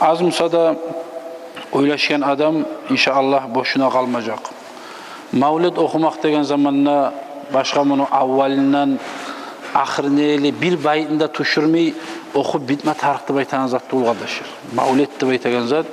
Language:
Kumyk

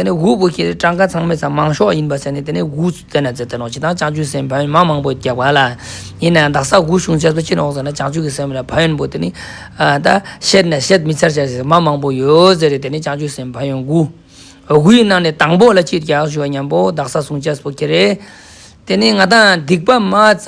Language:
Ladakhi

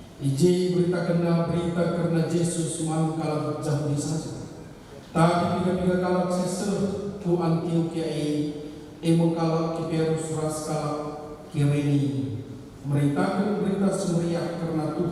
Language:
Batak Karo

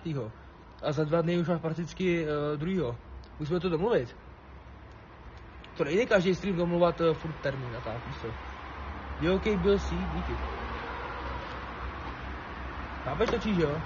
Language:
Czech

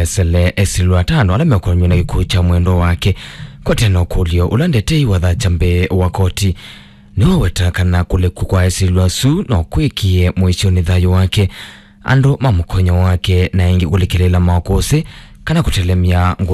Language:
Kamba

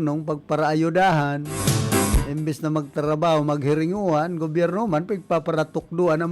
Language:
Bikol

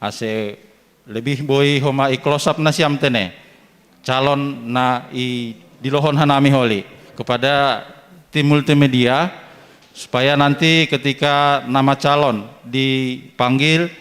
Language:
Batak Simalungun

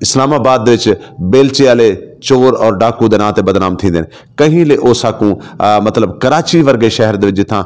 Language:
Saraiki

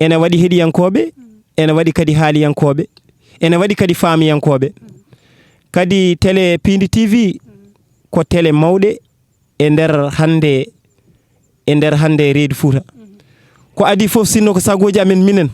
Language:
Fula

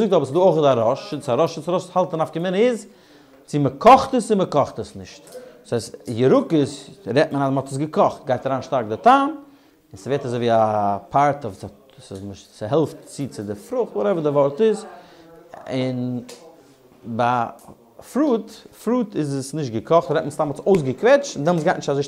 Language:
Yiddish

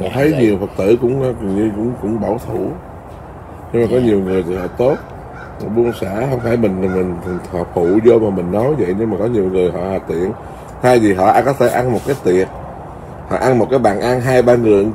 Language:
Vietnamese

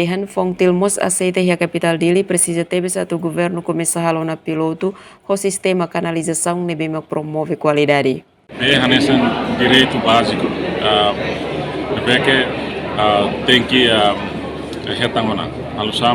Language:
Tetum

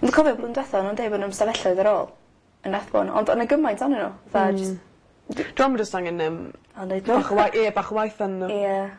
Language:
Welsh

